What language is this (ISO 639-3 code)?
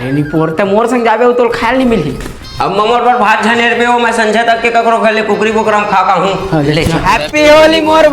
hne